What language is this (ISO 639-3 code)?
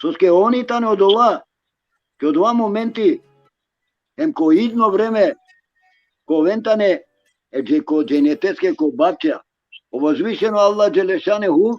rmn